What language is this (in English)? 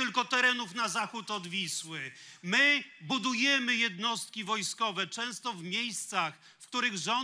Polish